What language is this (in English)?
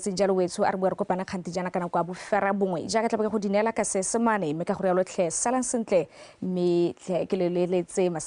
Tswana